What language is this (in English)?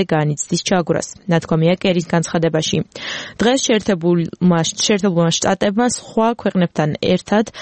Georgian